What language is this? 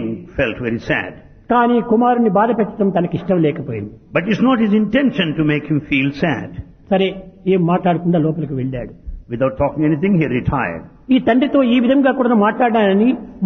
Telugu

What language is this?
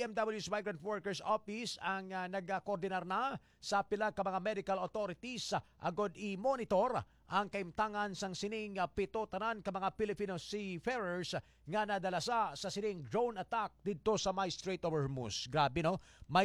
Hiligaynon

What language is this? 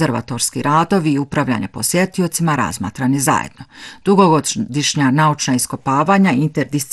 Bosnian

